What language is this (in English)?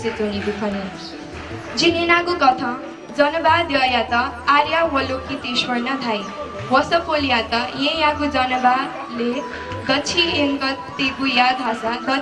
Newari